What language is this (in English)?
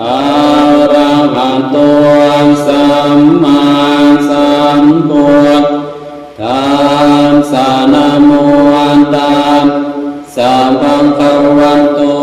Pali